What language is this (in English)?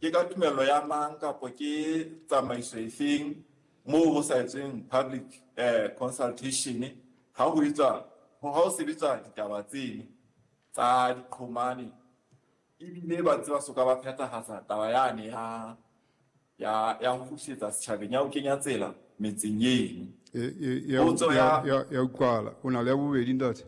Southern Sotho